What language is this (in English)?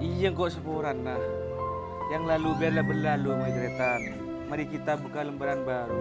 Madurese